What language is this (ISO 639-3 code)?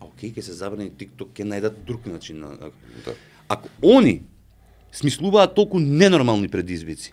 mkd